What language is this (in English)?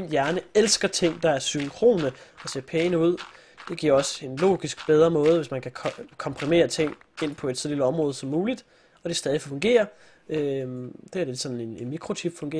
Danish